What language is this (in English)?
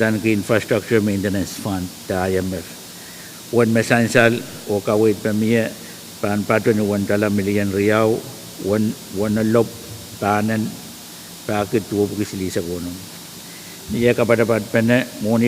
Pohnpeian